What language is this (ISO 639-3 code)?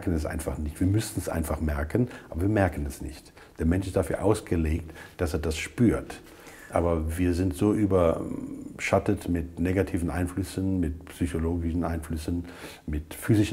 deu